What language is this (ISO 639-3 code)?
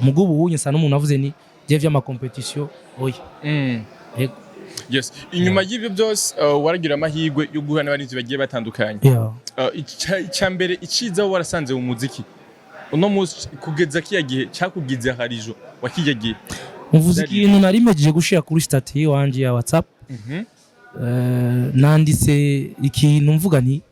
run